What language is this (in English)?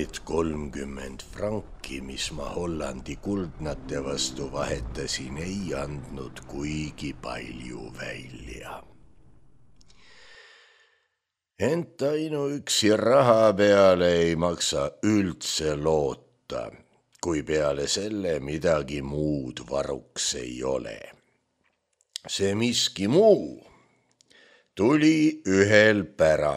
Estonian